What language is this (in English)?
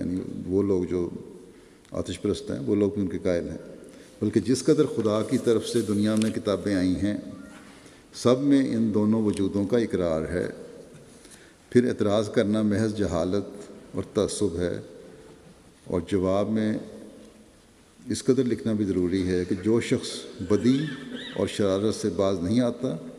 Urdu